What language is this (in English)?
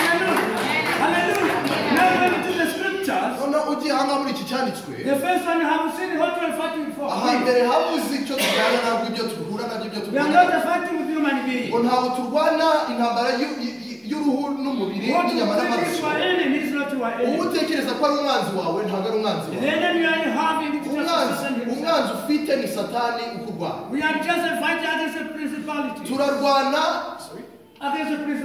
Kinyarwanda